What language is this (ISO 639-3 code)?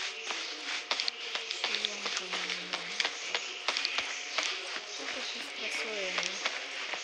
pol